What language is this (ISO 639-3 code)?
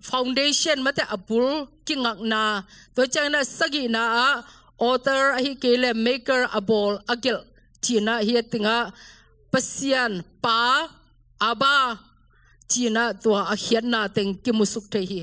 ctd